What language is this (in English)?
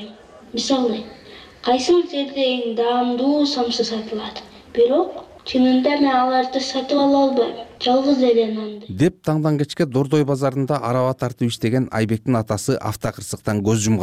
Kyrgyz